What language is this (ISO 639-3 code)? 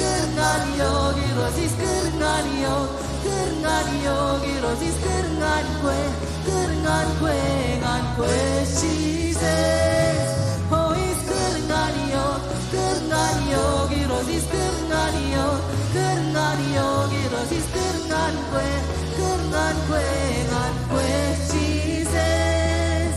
mah